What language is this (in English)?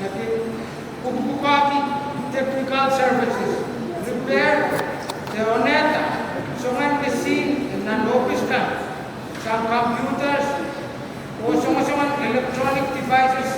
Pohnpeian